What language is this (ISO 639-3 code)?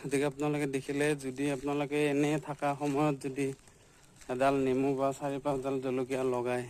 asm